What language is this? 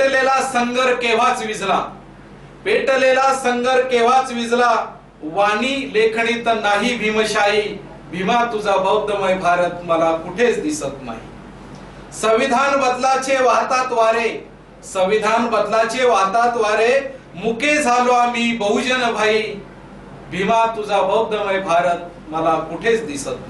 Marathi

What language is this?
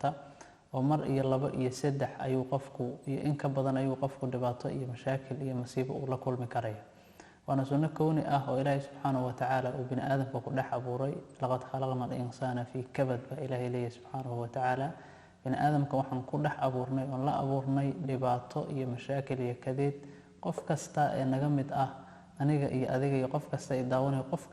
Somali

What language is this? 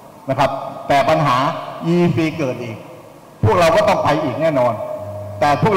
Thai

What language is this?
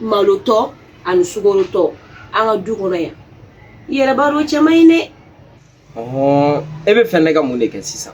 Bambara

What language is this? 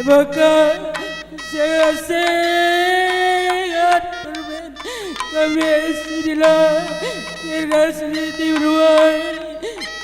Batak Karo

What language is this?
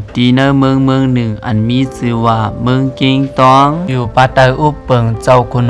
Shan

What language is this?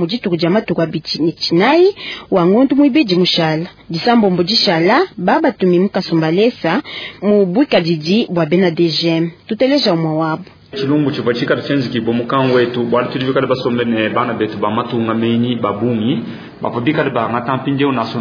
Luba-Lulua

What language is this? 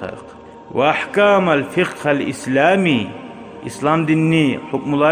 Kumyk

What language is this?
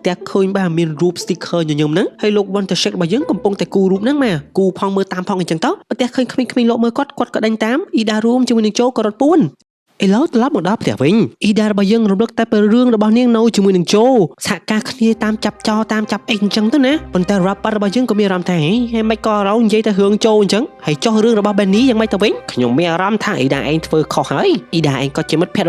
Khmer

